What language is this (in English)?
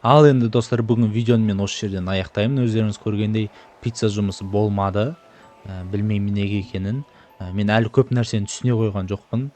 Kazakh